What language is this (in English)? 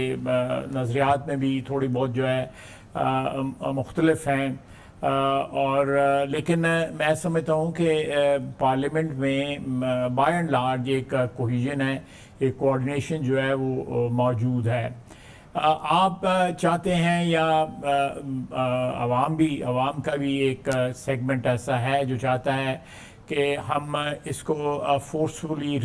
Urdu